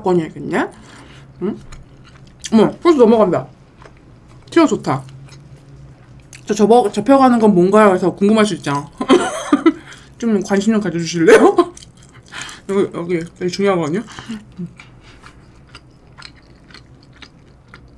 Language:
Korean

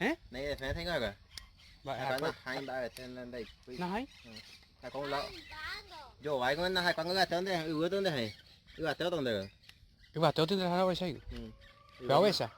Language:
Guarani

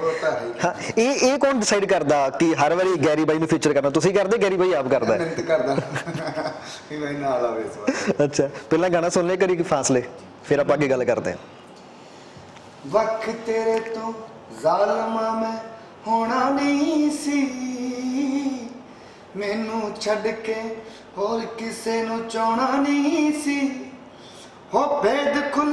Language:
Punjabi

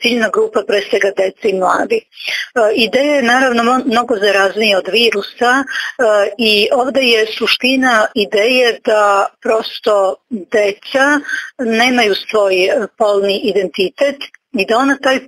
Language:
Serbian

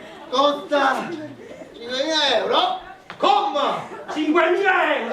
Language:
Neapolitan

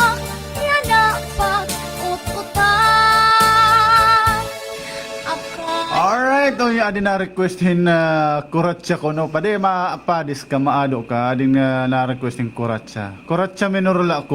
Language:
Waray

